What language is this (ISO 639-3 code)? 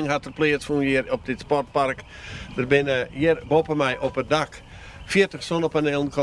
fry